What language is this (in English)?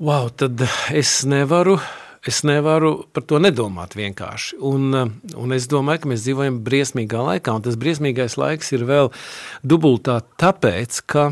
Latvian